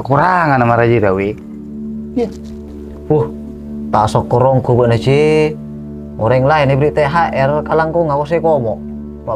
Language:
Madurese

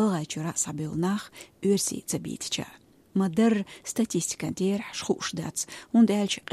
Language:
Chechen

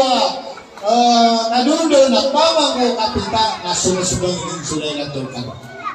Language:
Maranao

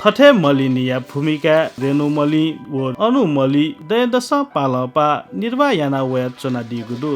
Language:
Newari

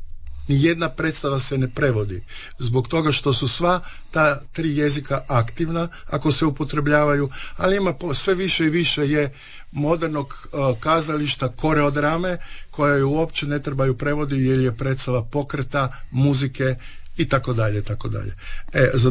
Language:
Croatian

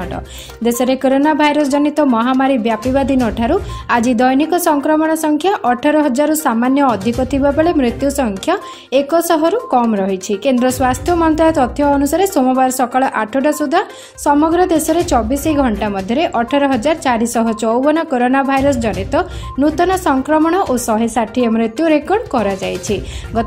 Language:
Odia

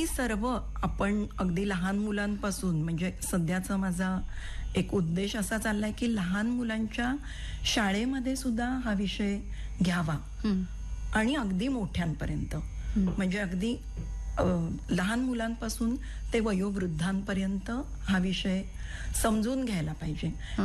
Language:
Marathi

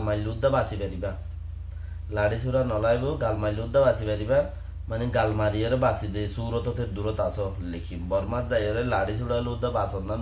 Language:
Rohingya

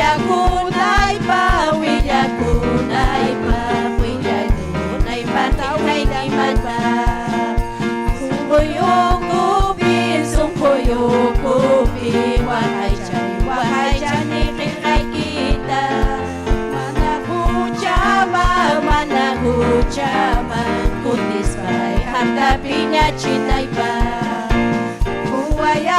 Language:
Ayacucho Quechua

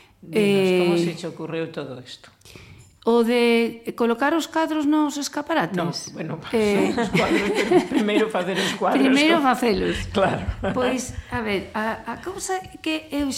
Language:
Galician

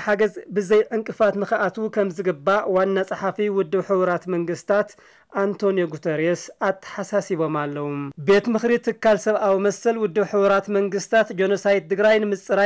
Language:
Tigrinya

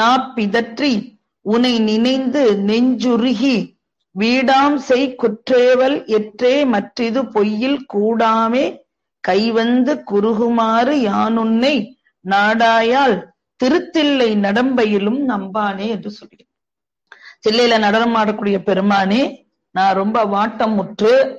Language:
Tamil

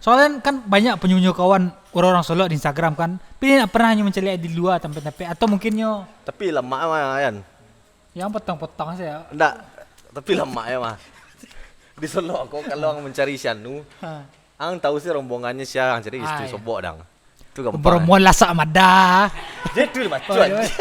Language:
Minangkabau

